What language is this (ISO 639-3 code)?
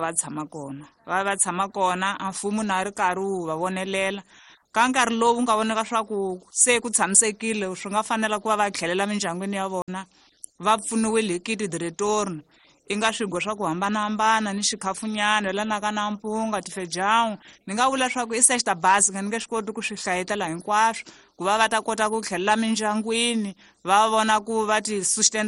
tso